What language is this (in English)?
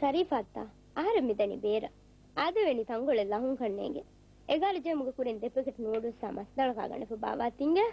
Divehi